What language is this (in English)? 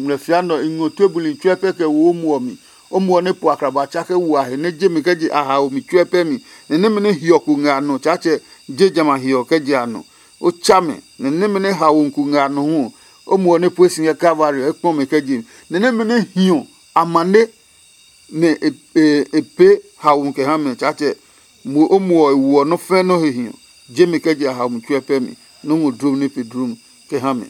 Adangme